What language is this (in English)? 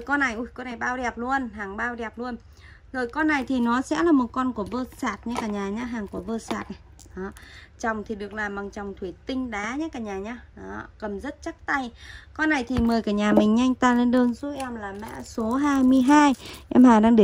Vietnamese